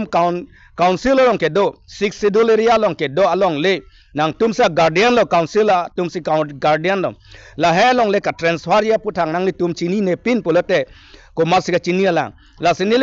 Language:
Karbi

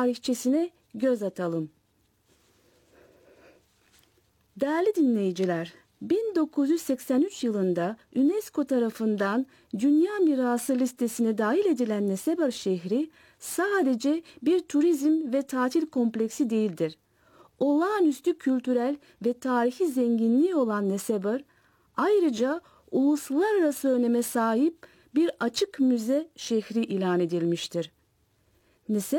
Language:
Turkish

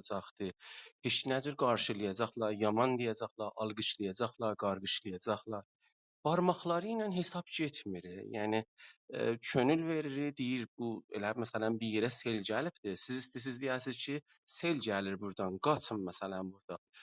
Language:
South Azerbaijani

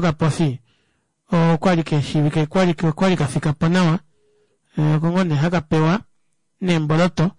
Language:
Kuanyama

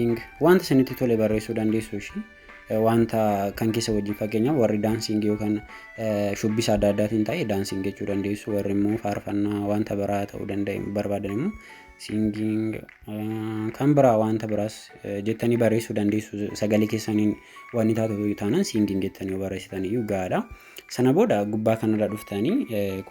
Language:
Oromo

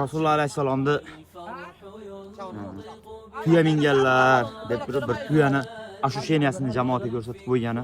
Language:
Uzbek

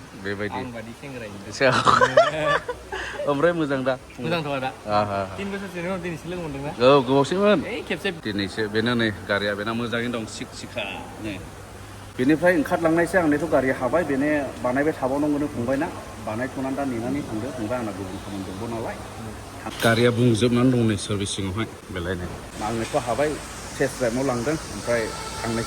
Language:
Bodo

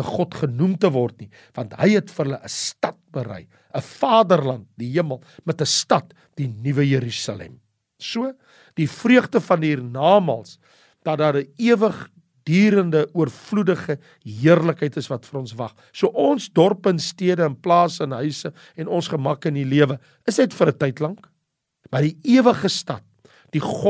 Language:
Afrikaans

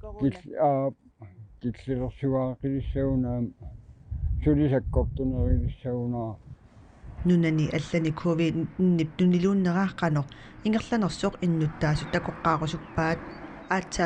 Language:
Kalaallisut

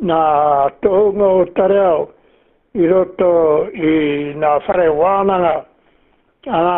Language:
Māori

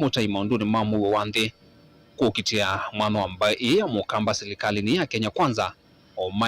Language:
Kamba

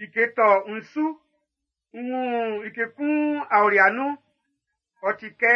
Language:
Baoulé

